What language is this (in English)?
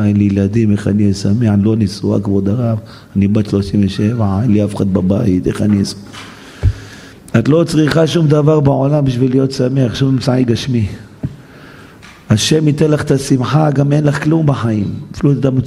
Hebrew